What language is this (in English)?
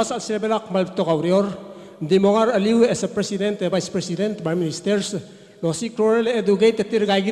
Palauan